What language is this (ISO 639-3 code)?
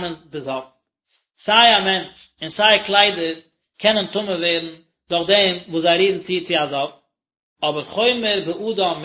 yid